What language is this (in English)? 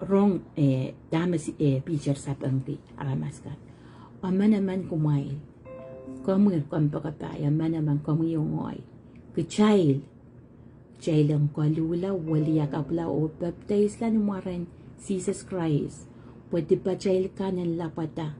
Pohnpeian